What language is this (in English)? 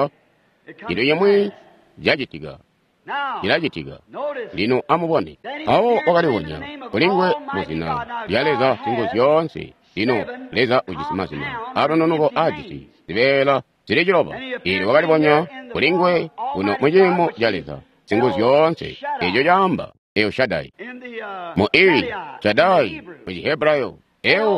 Tonga (Zambia)